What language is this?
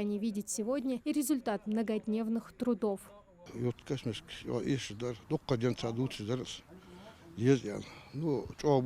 Ingush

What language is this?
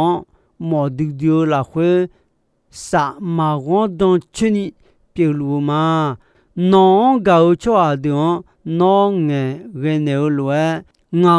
Akha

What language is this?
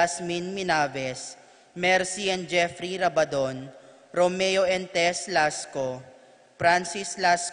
Pampanga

